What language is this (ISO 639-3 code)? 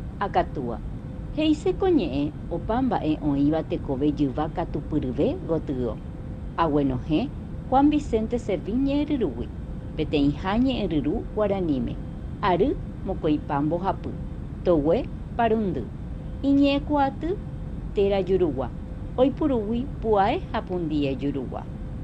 grn